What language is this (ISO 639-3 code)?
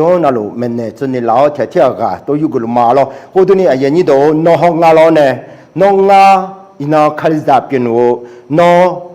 ahk